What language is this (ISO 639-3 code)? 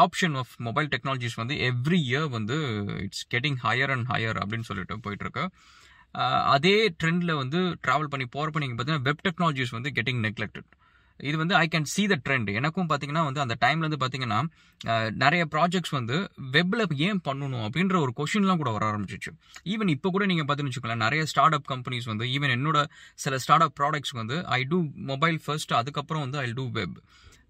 tam